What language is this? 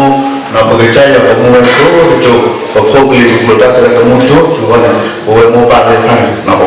S'gaw Karen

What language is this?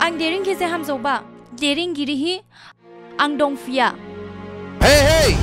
Dimasa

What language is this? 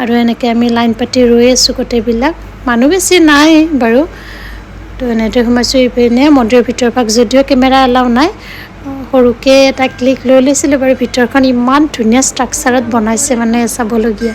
Assamese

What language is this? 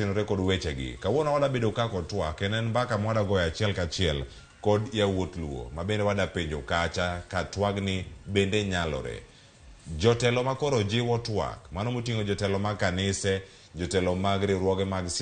Luo (Kenya and Tanzania)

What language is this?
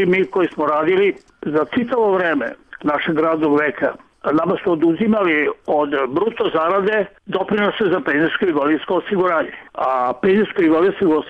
Serbian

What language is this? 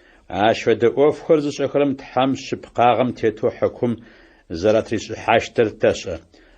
Adyghe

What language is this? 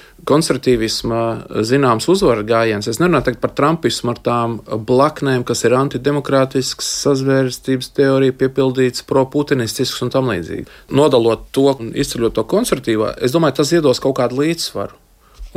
Latvian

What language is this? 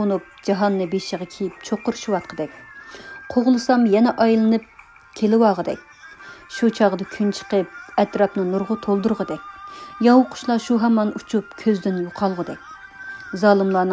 Uyghur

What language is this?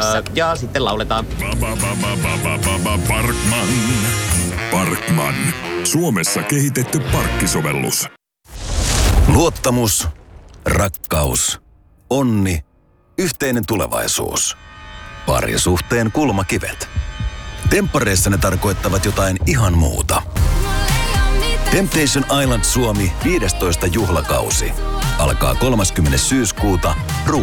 Finnish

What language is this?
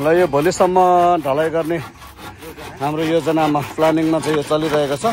Nepali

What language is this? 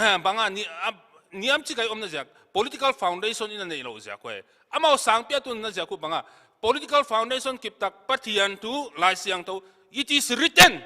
Paite Chin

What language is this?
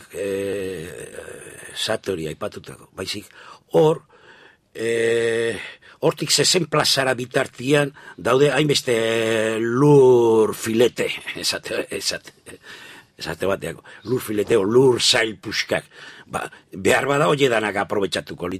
Basque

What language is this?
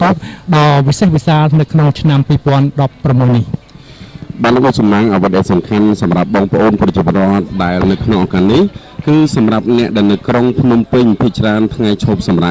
Khmer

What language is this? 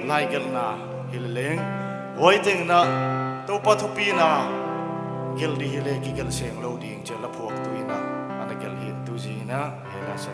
Paite Chin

